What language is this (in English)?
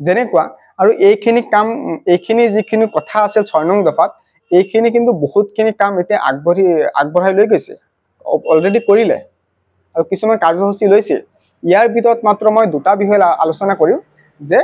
Assamese